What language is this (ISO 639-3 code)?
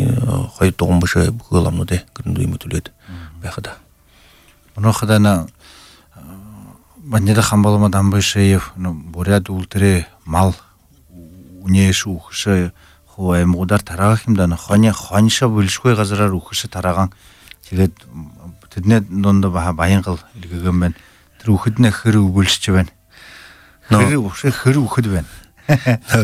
bua